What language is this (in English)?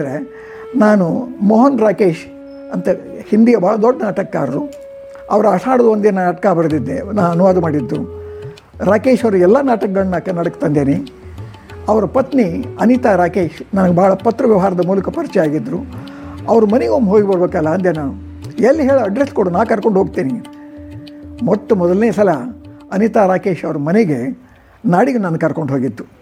Kannada